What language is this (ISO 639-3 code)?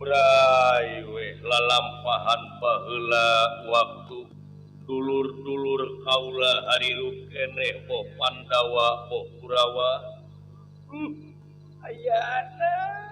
sun